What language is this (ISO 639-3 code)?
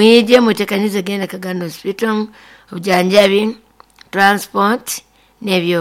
nyo